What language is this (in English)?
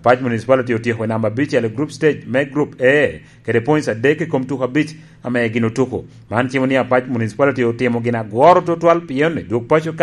Lango (Uganda)